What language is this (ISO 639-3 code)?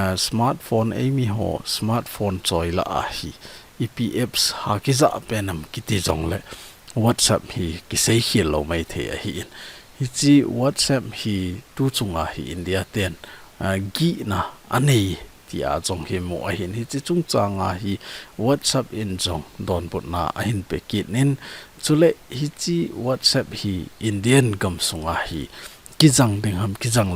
tcz